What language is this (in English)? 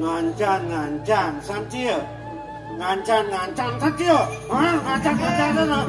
Balinese